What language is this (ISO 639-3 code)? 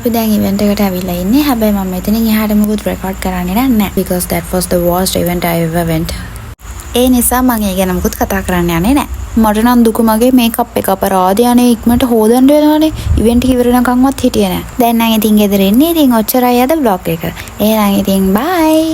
sin